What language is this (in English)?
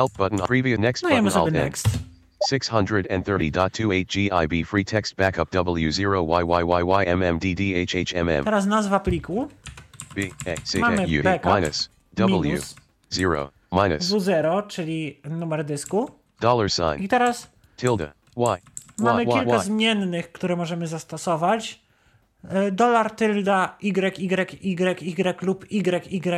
Polish